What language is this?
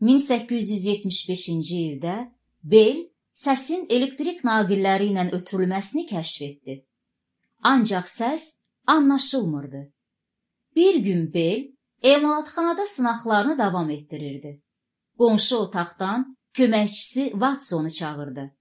Azerbaijani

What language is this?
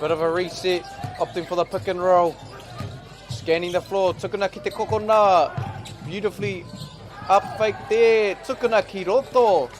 Māori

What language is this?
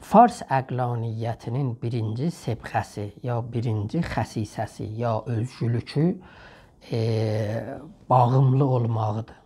South Azerbaijani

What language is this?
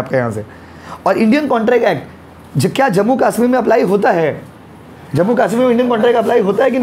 Hindi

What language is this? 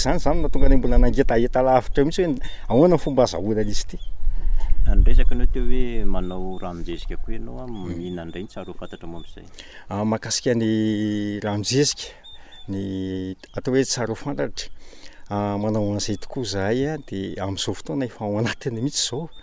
Malagasy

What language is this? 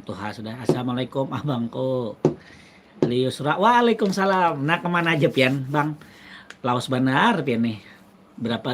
Banjar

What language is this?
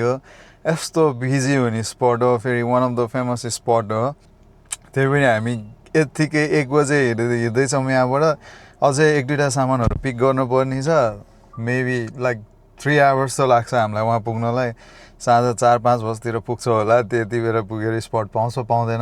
Nepali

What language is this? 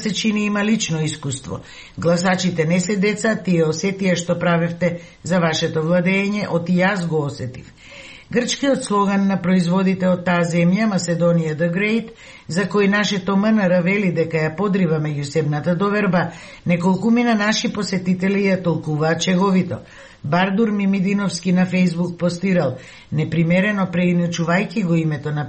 Macedonian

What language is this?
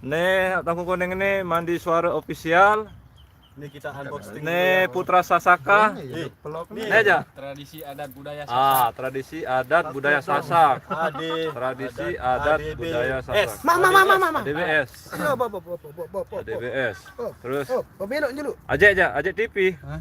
Sasak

